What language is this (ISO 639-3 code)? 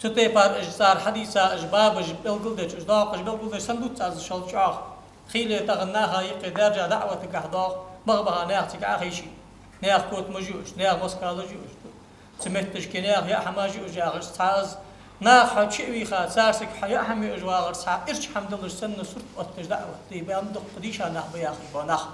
inh